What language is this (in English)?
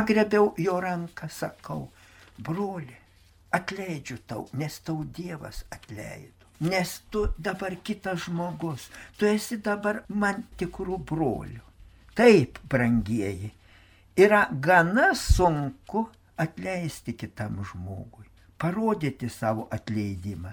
Lithuanian